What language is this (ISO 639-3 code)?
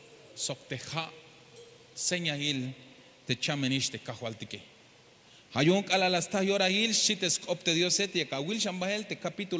tzh